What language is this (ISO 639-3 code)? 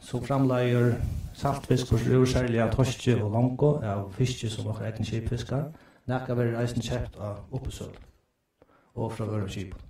fao